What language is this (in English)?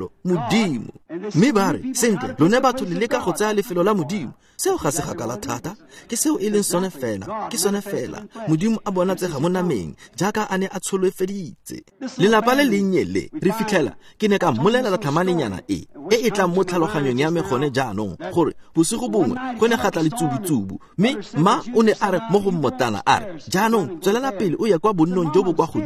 Tswana